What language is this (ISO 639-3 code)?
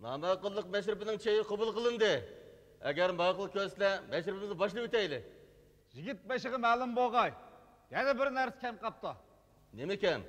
uig